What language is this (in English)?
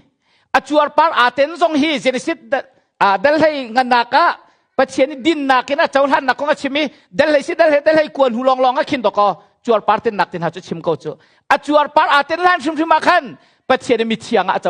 Hakha Chin